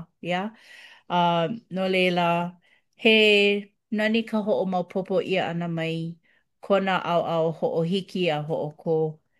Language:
Hawaiian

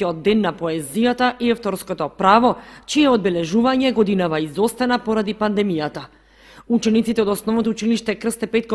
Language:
Macedonian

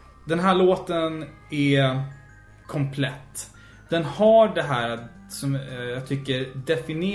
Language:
Swedish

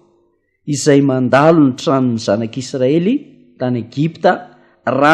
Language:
Malagasy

